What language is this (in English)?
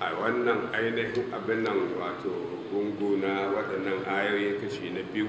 Hausa